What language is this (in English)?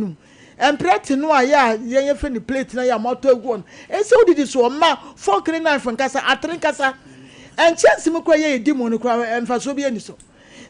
Akan